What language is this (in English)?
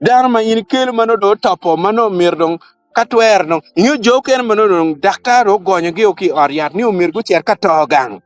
Acoli